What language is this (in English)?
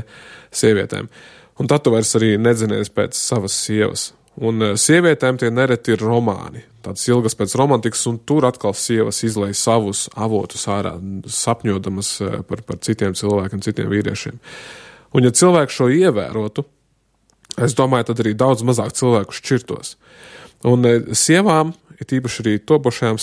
Latvian